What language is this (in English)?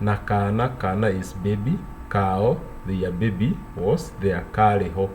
Kikuyu